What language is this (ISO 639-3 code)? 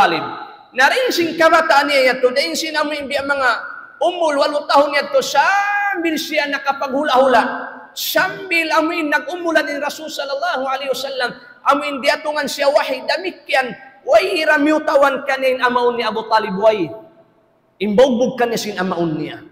tsg